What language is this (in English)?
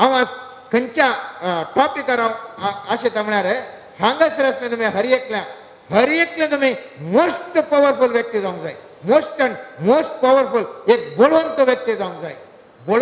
Konkani